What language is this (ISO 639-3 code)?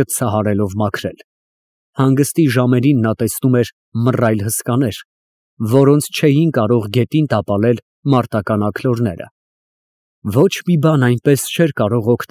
hye